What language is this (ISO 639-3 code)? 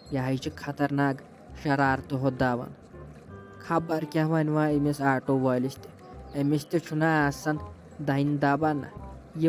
kas